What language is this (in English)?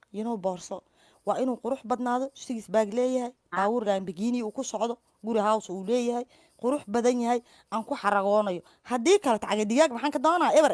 Somali